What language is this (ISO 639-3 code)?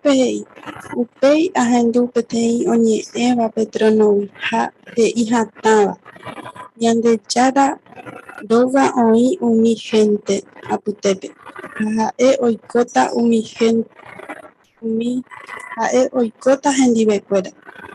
grn